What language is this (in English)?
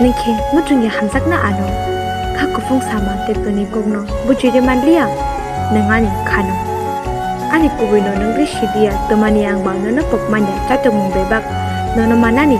Kok Borok